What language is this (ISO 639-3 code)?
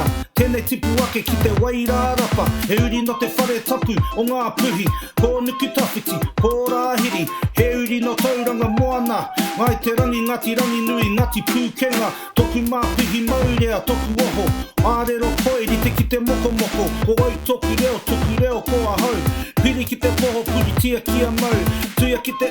mri